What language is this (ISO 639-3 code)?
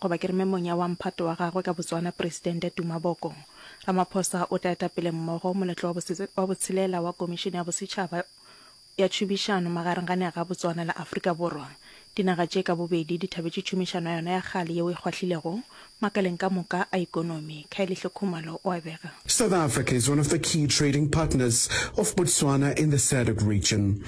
nso